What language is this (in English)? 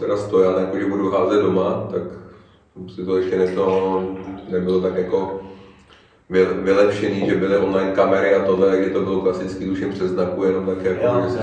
Czech